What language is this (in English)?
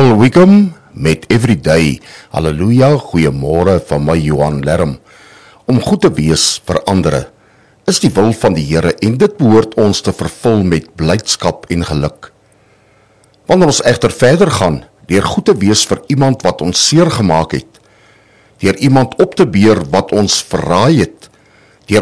Afrikaans